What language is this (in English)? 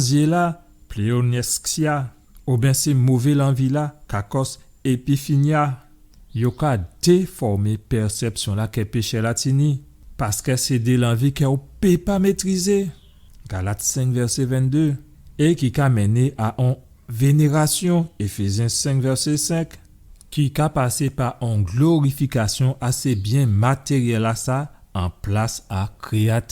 Guadeloupean Creole French